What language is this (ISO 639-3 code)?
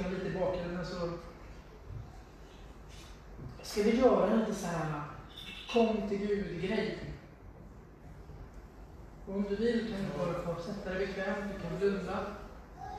swe